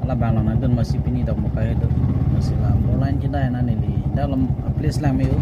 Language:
Karbi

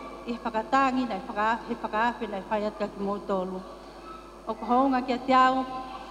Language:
Tongan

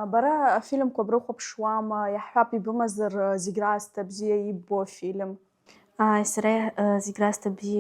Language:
Abkhazian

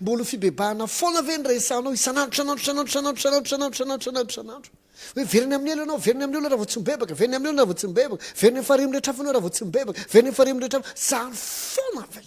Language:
Malagasy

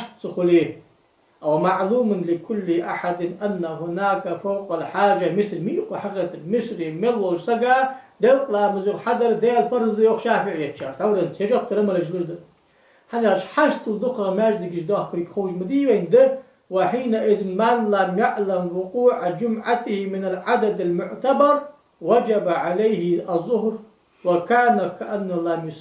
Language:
Ingush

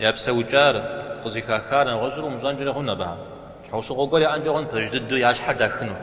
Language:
Kabardian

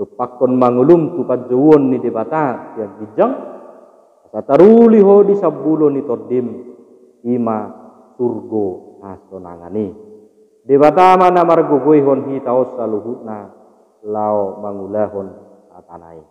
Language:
Batak Toba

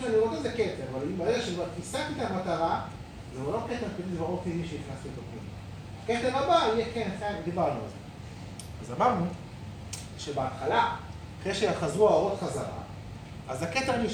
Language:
Hebrew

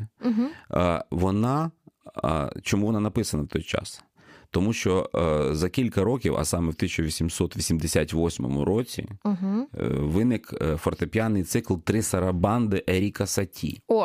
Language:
Ukrainian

